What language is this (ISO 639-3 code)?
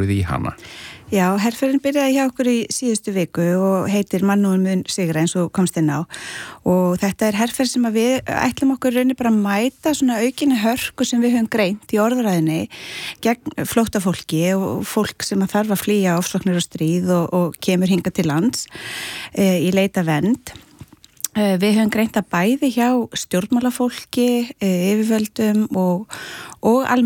isl